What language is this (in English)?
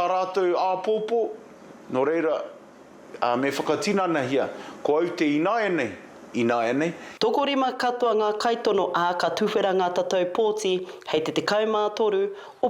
Māori